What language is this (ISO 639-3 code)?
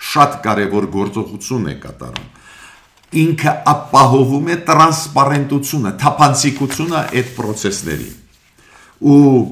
hye